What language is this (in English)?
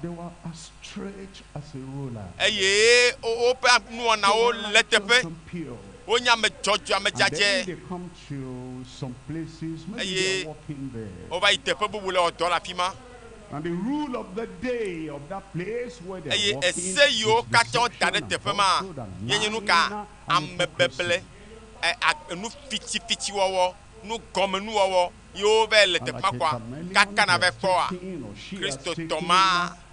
Ewe